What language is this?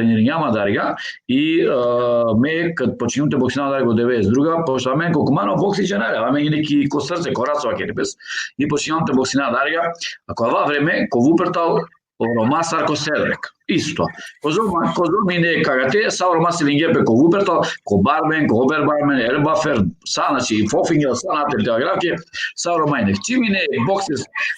Balkan Romani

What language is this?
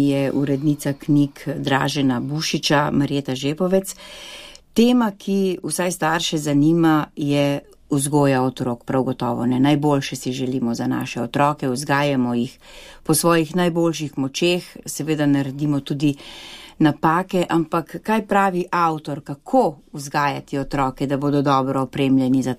Slovenian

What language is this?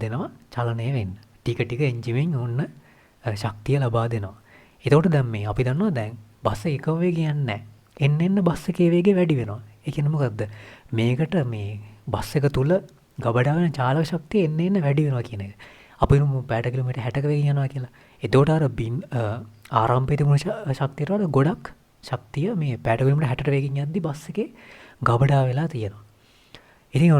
Sinhala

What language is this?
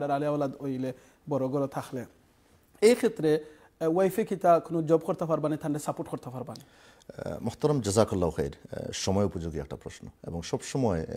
Sylheti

